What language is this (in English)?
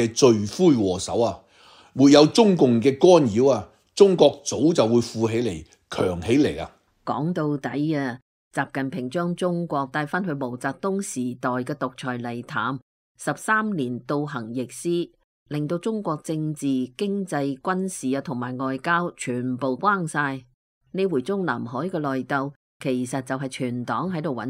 Cantonese